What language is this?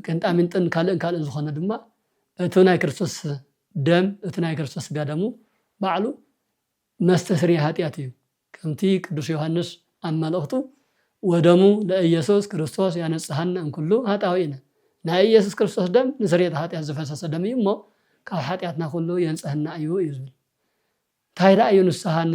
Tigrinya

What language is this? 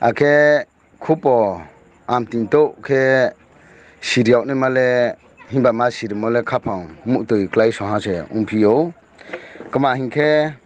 Riang (India)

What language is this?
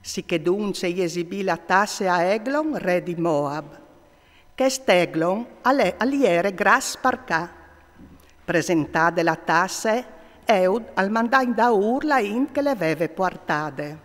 Friulian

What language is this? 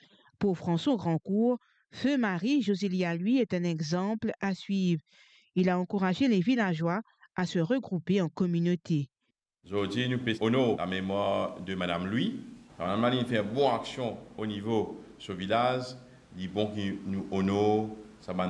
Morisyen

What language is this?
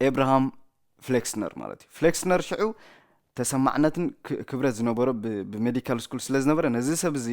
Tigrinya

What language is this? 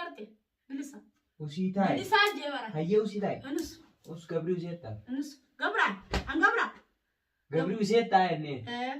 Oromo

